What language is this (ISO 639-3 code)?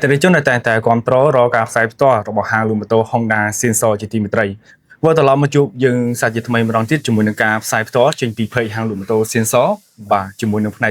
khm